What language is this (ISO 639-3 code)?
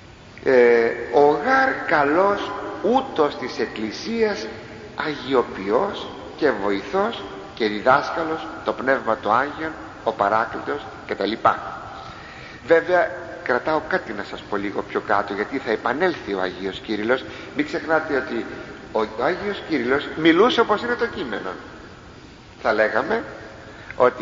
ell